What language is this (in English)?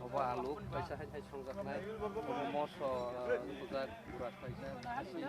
Kok Borok